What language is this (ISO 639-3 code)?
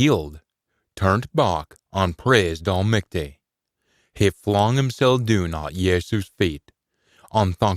sco